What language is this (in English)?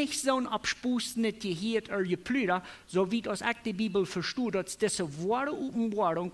Plautdietsch